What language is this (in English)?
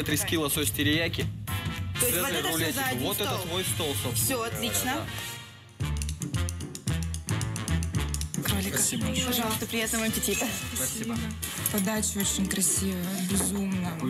Russian